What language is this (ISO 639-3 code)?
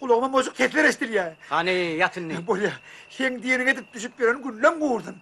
tuk